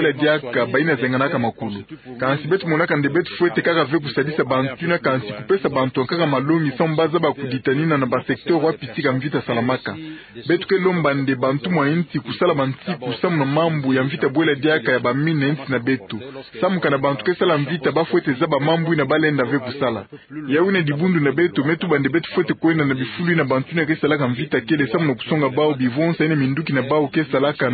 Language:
Kituba (Democratic Republic of Congo)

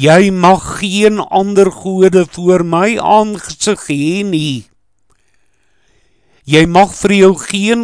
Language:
Afrikaans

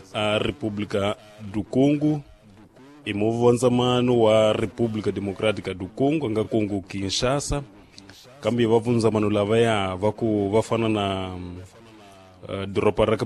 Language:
Tsonga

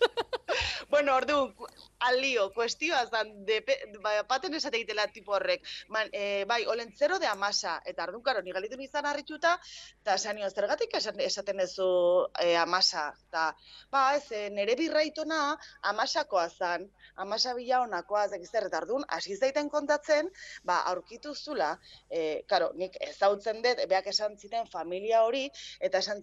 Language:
Basque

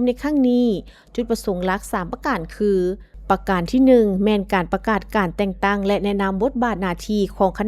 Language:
Lao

